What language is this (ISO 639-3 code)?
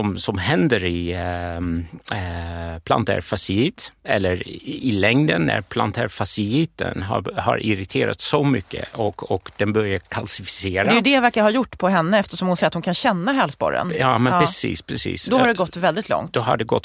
swe